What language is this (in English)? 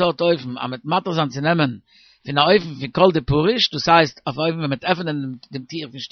Yiddish